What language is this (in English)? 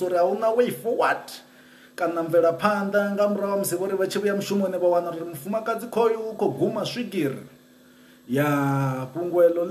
Venda